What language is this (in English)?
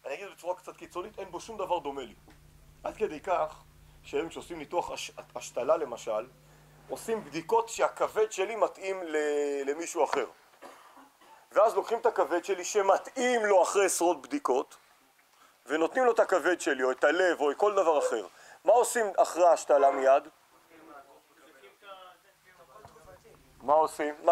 Hebrew